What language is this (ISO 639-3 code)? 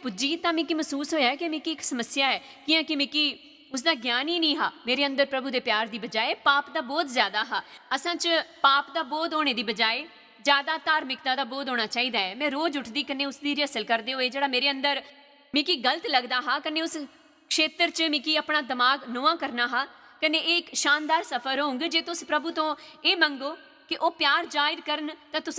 doi